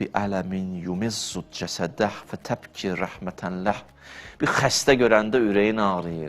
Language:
Azerbaijani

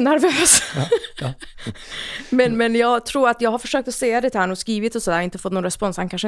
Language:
Swedish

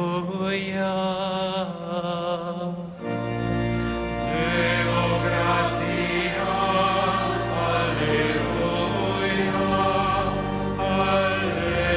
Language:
German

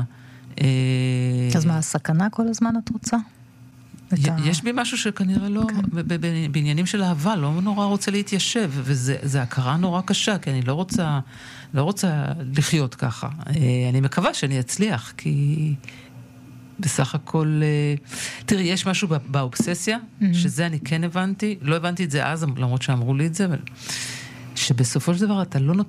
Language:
Hebrew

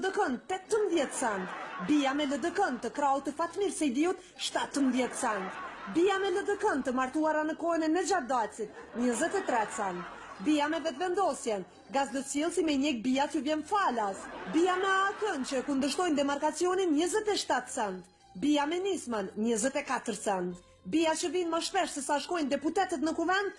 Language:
Albanian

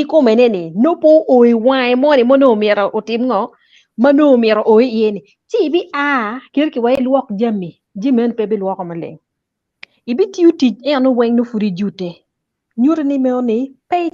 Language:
Acoli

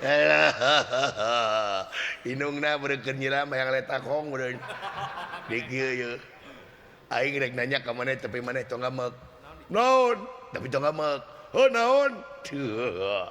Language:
Sundanese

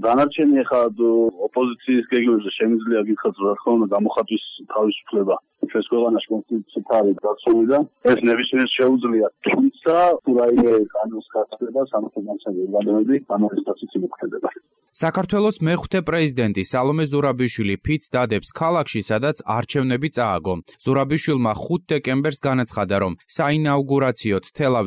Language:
Georgian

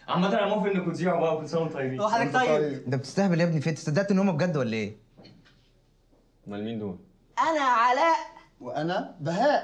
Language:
Egyptian Arabic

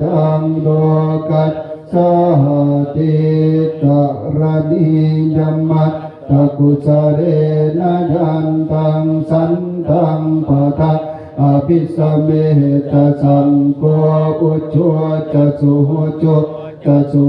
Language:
Pali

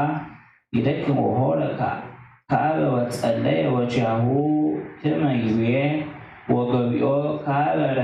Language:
Geez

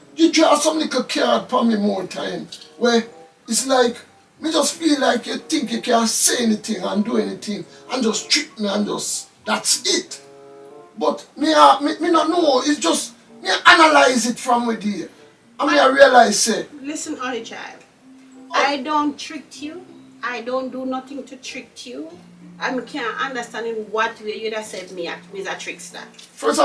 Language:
Jamaican Creole English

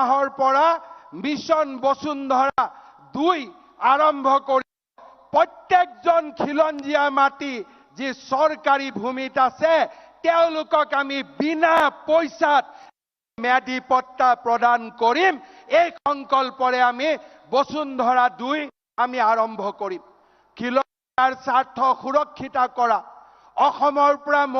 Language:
Assamese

